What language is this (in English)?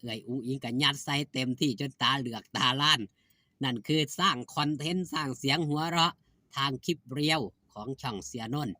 Northeastern Thai